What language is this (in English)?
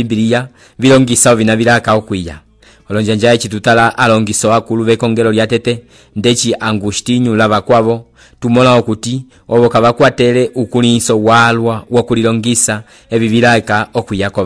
Umbundu